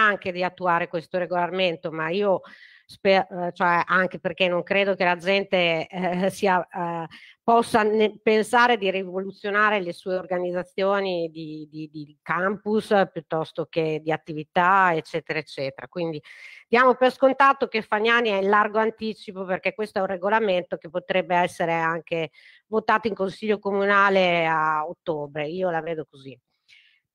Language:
Italian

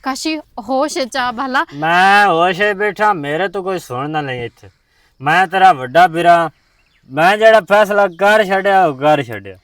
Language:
Western Panjabi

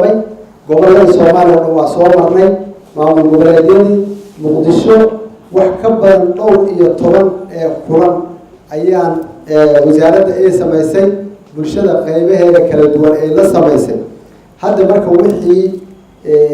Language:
Somali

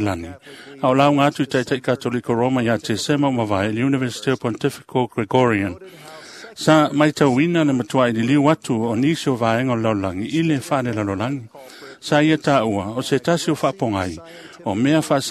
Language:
Samoan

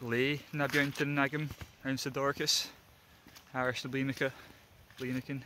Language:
Scottish Gaelic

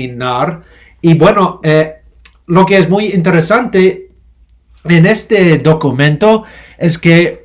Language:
Ladino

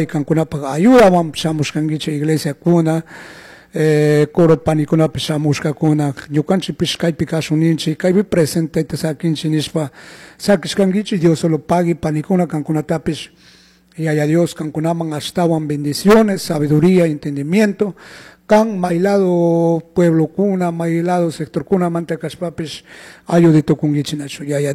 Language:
Chimborazo Highland Quichua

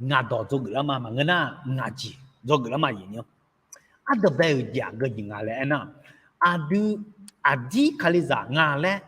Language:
Akha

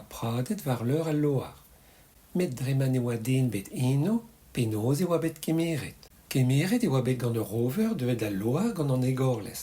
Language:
Breton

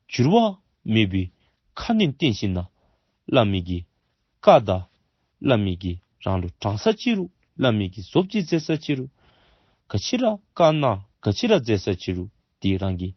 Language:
Dzongkha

